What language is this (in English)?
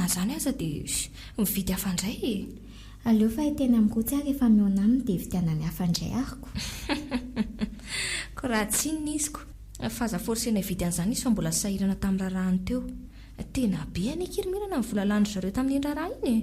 Malagasy